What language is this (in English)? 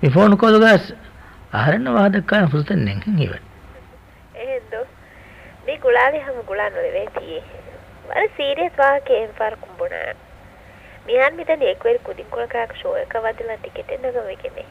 Divehi